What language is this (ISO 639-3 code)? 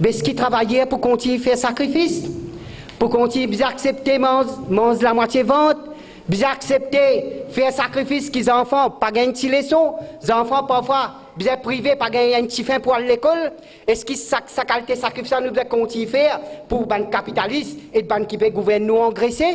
mfe